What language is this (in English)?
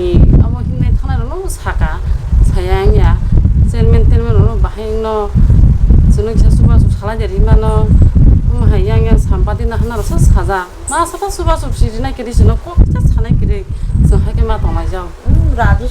Kok Borok